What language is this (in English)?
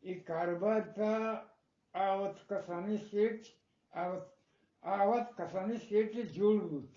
Eastern Balochi